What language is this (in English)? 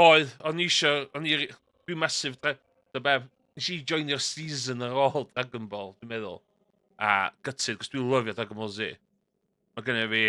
Welsh